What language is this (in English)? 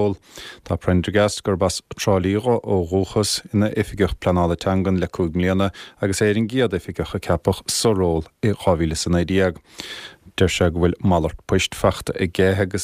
Irish